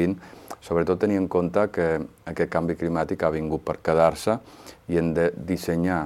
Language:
Catalan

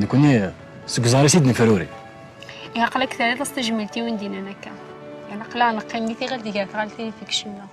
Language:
Kabyle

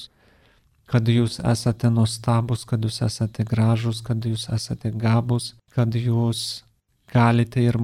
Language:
Lithuanian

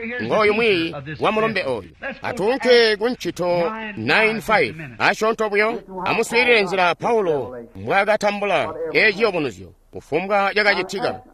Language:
Tonga (Zambia)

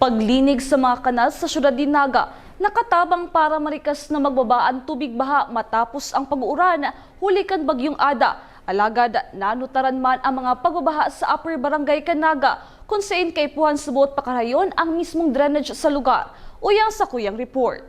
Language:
Bikol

